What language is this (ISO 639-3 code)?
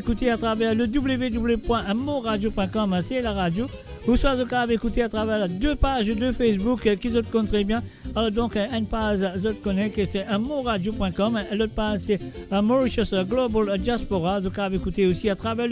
mfe